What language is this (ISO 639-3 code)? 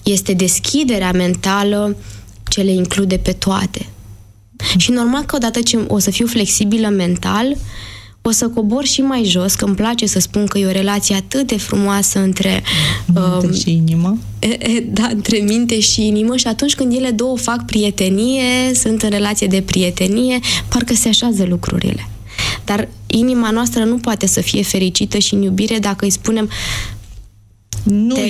ron